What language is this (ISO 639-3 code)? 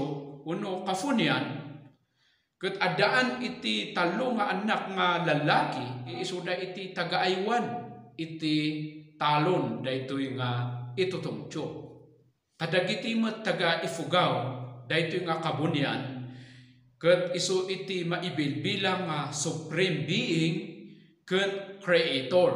ilo